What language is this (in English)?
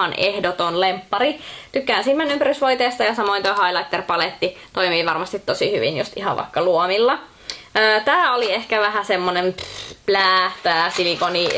Finnish